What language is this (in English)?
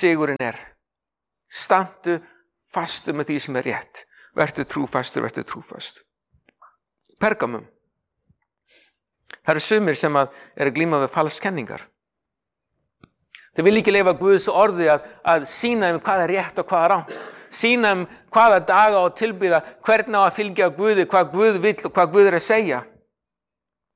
Icelandic